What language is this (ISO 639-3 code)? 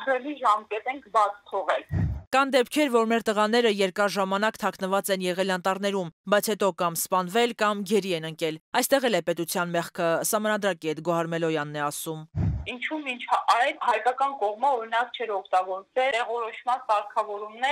hye